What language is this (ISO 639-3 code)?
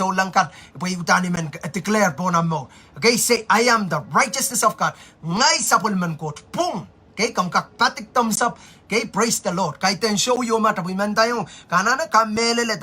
pon